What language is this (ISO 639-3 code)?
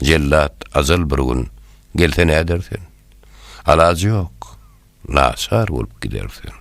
tuk